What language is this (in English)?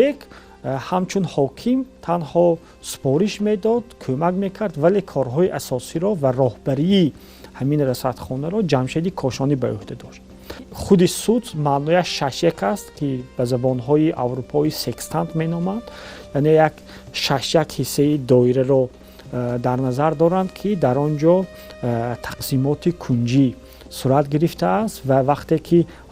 Tajik